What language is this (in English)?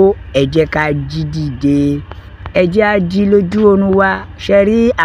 Yoruba